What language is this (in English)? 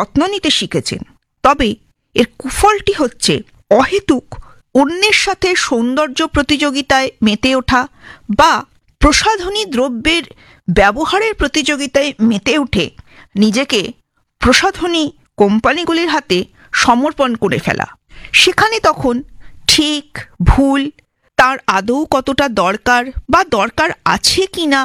Bangla